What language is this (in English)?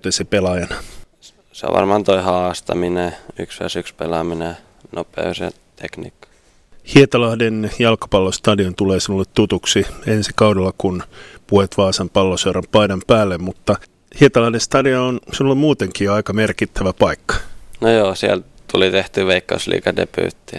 Finnish